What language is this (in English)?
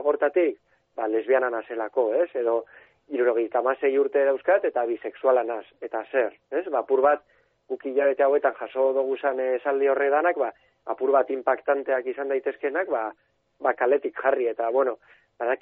Basque